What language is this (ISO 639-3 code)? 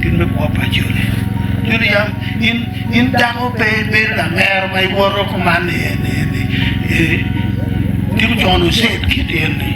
ach